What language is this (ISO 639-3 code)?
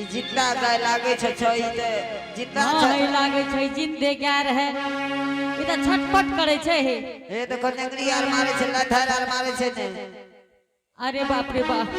anp